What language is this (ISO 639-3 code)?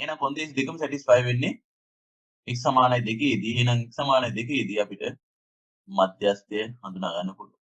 sin